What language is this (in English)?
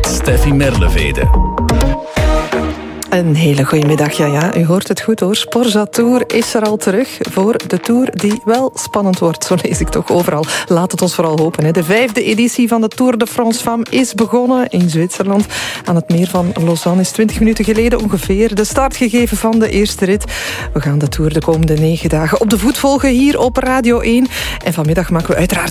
Dutch